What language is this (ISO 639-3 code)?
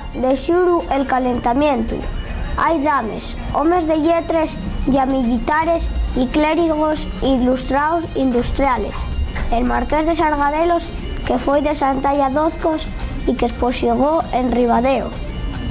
ast